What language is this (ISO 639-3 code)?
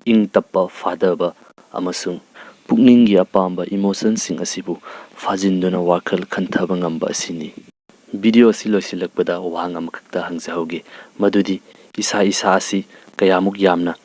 mni